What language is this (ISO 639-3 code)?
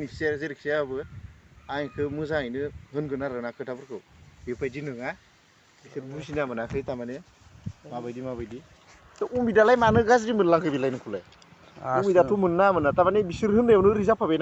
brx